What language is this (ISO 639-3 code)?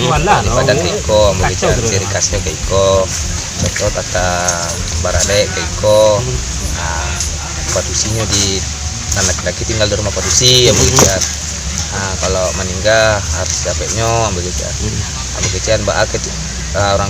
min